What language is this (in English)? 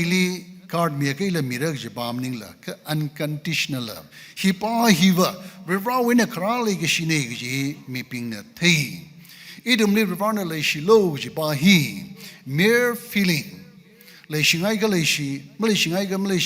Tangkhul Naga (India)